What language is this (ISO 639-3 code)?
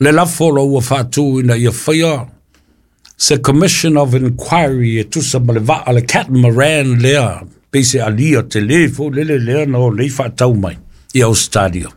smo